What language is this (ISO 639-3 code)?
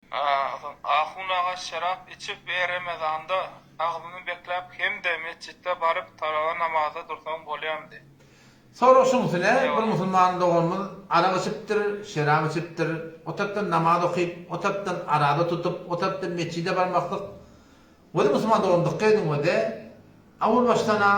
tuk